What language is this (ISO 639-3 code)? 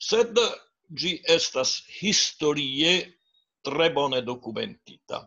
epo